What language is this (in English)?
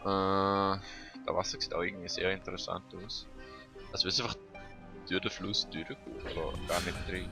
Swiss German